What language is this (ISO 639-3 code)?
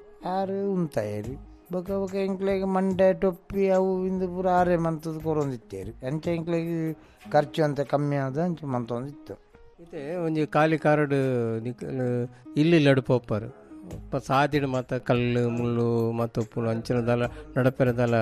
tcy